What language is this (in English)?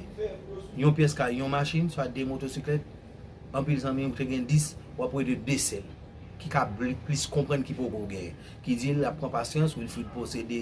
Haitian Creole